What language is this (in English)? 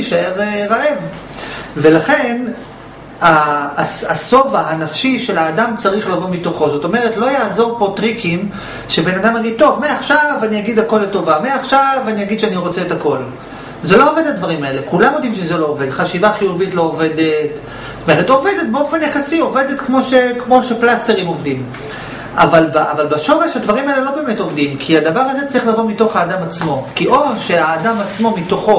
Hebrew